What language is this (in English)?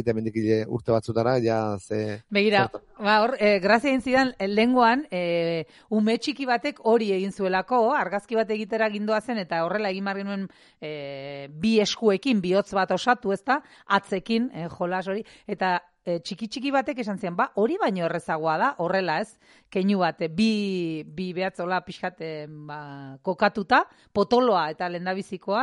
Basque